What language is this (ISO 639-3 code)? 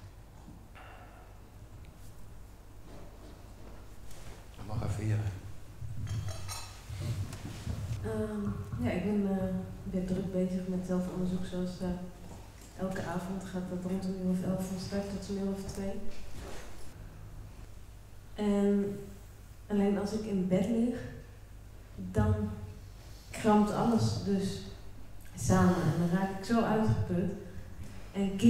nld